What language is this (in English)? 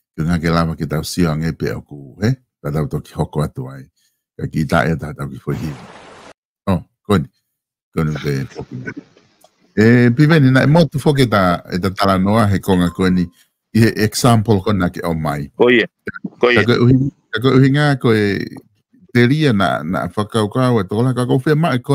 Tongan